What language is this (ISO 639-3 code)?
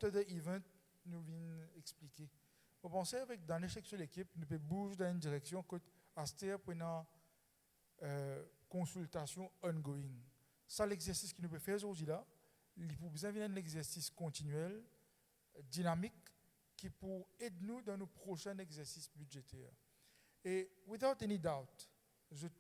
mfe